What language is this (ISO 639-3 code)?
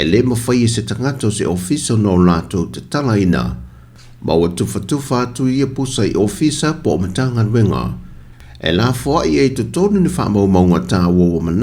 smo